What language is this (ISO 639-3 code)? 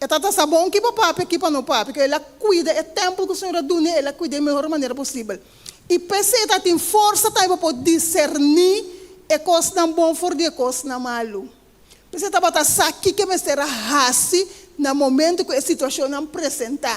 pap